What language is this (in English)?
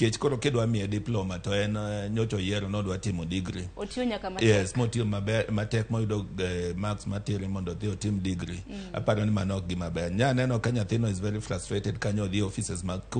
Luo (Kenya and Tanzania)